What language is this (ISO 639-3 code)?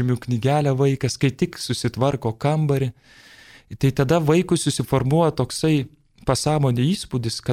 lit